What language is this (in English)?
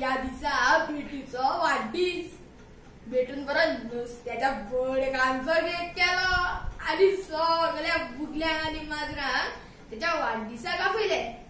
Konkani